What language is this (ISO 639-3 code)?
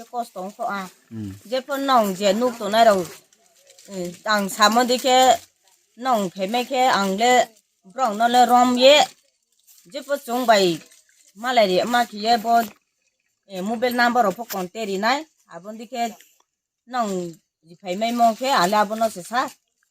ria